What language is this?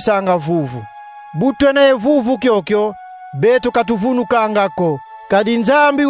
Kongo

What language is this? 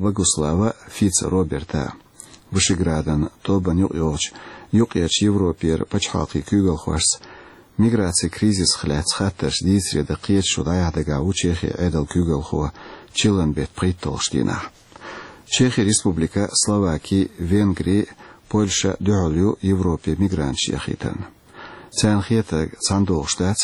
Chechen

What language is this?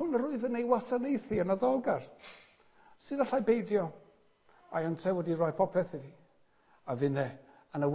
Welsh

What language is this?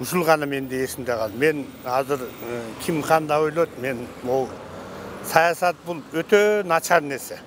Kyrgyz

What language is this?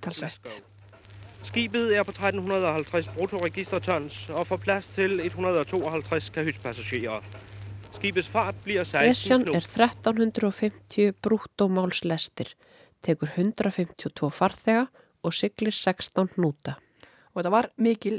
Icelandic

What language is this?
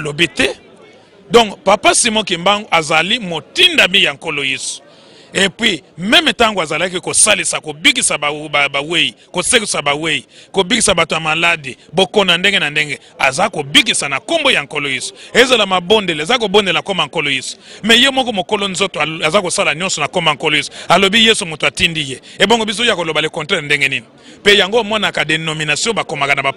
Lingala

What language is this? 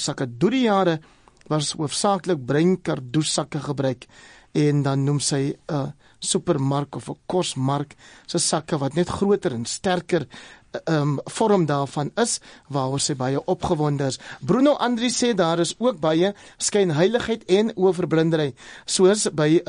Afrikaans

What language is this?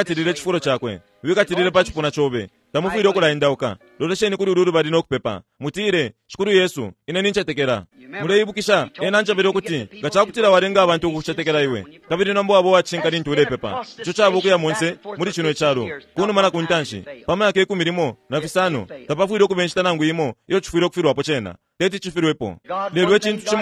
Bemba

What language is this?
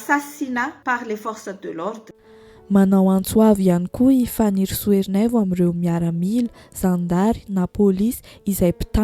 Malagasy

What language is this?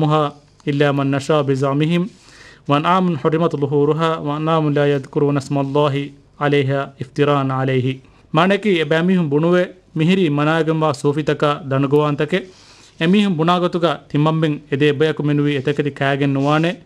Divehi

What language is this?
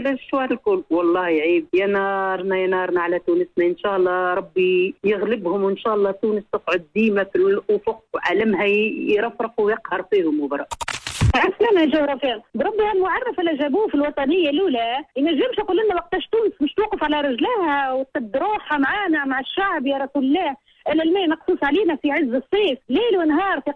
Tunisian Arabic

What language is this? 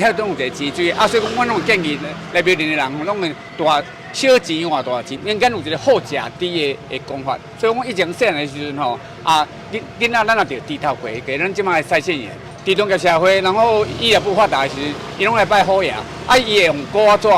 Min Nan Chinese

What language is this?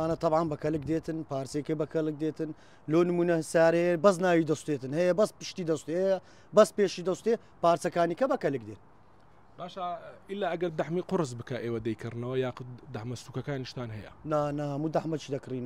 Central Kurdish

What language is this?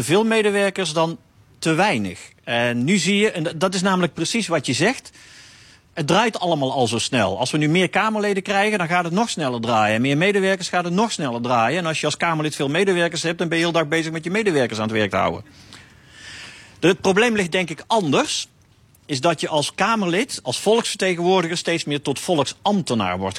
Dutch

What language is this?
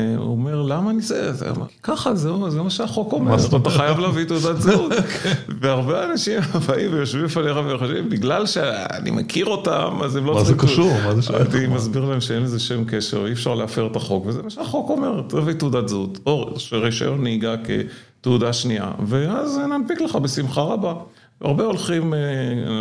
Hebrew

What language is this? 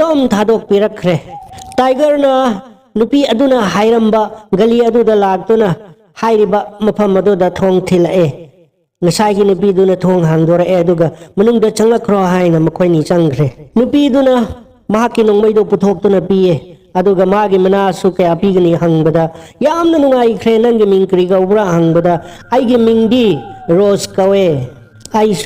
Manipuri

